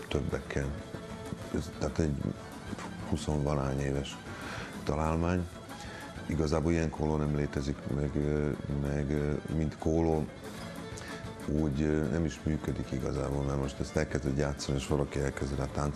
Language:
Hungarian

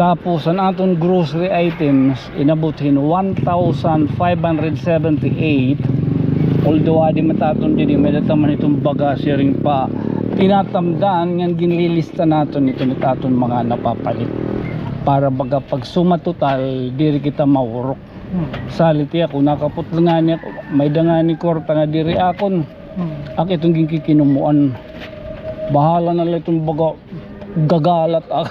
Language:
Waray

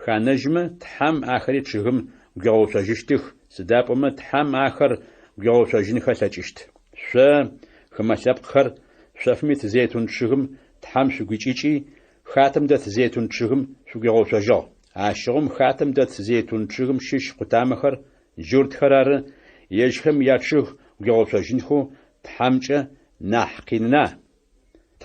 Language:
Adyghe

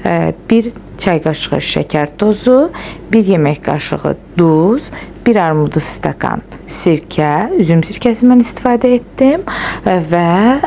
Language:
Azerbaijani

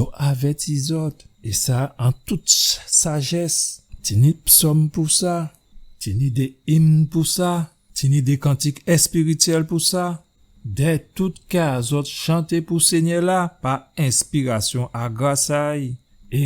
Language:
Guadeloupean Creole French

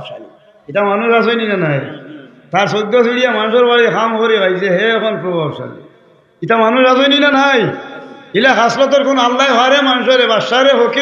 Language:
Sylheti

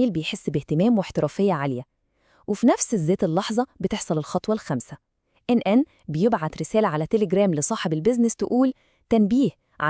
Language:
Egyptian Arabic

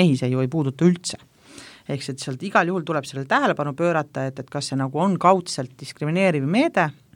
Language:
Estonian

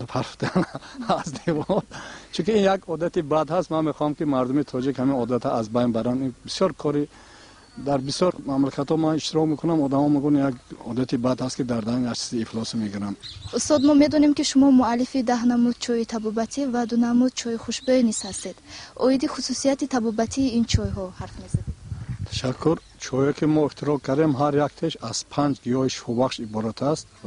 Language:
Tajik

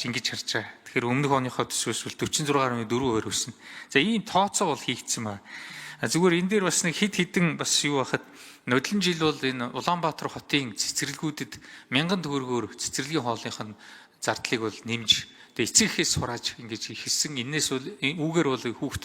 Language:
Mongolian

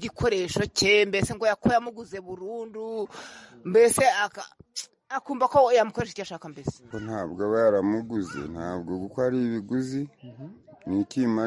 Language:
Kinyarwanda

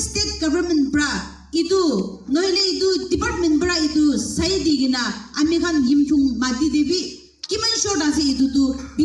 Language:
Naga Pidgin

